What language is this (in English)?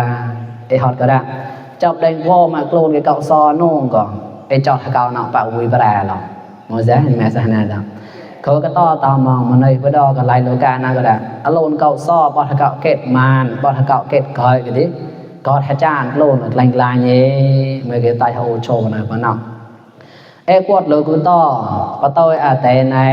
Mon